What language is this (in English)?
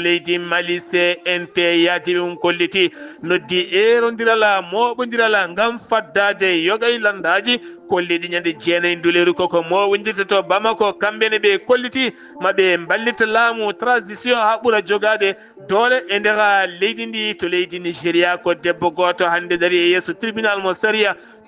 Fula